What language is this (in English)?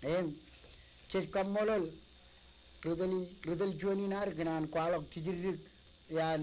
Marshallese